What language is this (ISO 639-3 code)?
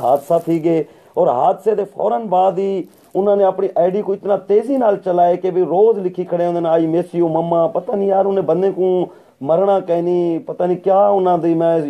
skr